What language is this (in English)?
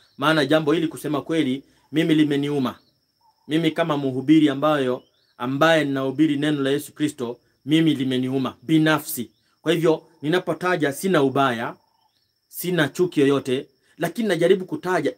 Swahili